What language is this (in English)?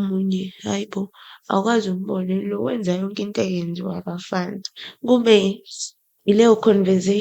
Zulu